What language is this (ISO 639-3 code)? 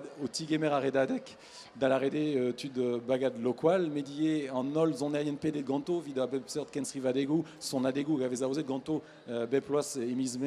bre